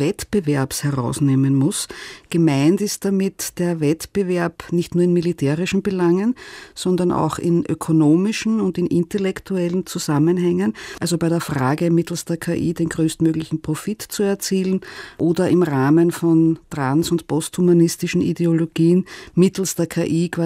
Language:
German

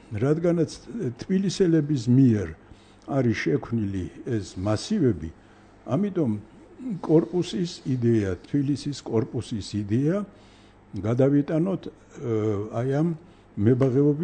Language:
Georgian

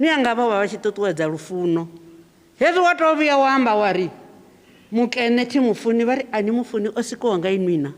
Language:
Venda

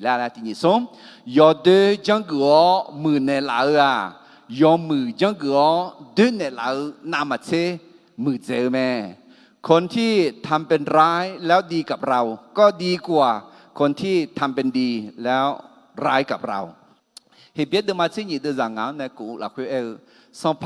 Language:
Akha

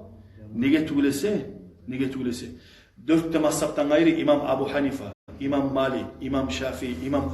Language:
Kumyk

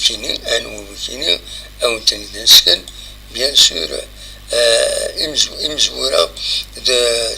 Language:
Kabyle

